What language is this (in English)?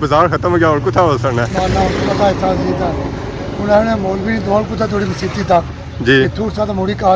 Pahari-Potwari